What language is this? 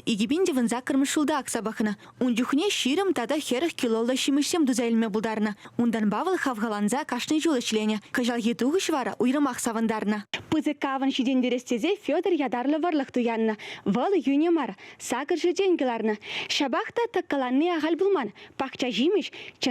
Chuvash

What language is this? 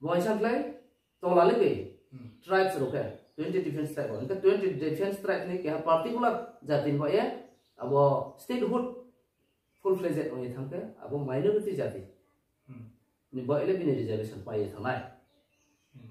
Riang (India)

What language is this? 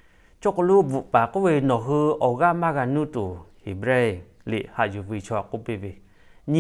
Lahu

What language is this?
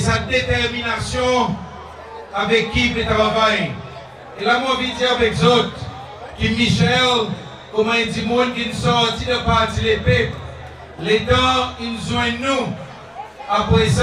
Seselwa Creole French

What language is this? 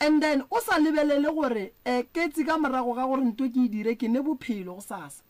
Northern Sotho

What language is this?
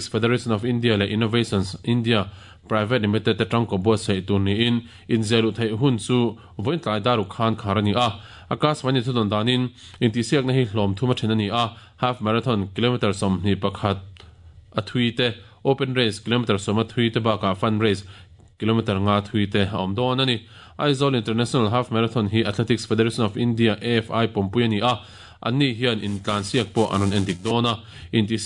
Mizo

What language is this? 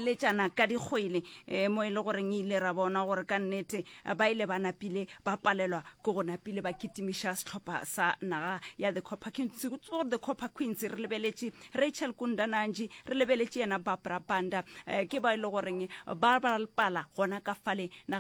Northern Sotho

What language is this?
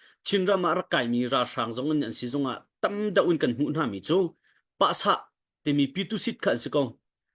Hakha Chin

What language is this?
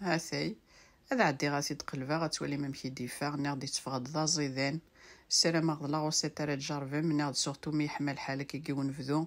Kabyle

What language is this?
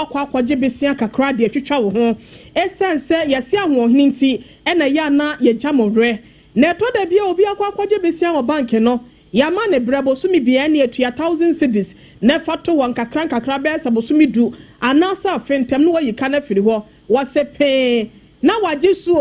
Akan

